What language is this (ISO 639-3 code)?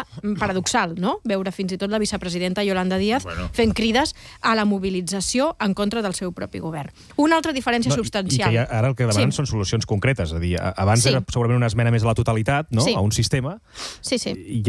cat